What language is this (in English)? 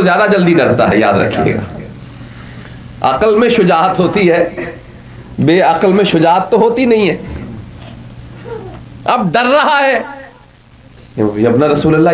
Urdu